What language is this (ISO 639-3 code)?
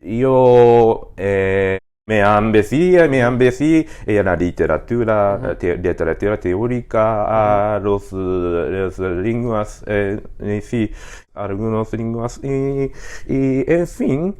lad